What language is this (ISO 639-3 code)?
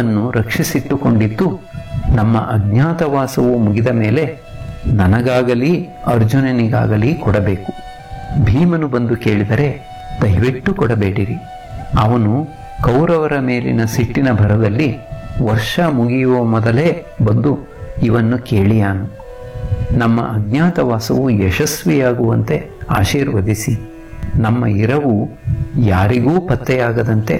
kan